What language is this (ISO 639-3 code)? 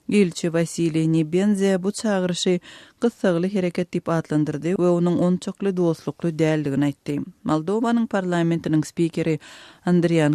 tuk